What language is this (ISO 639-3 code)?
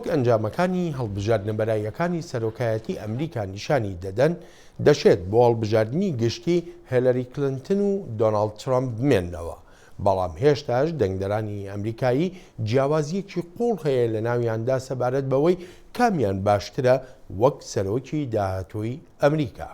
ckb